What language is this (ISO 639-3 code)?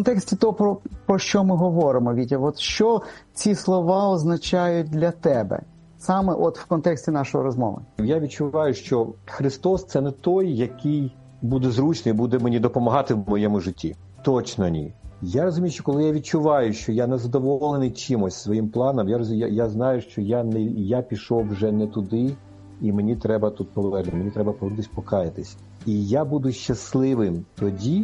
ukr